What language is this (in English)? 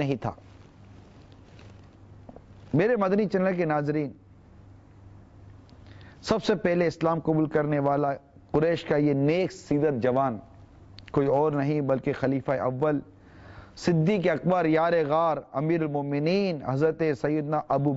Urdu